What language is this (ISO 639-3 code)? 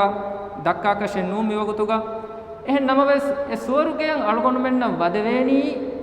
div